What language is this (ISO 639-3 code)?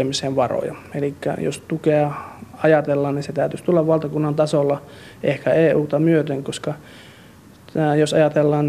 fin